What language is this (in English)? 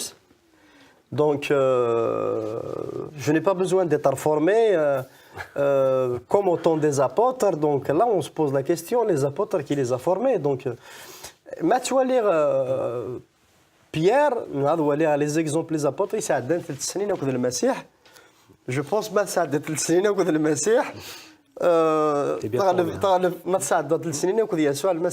Kabyle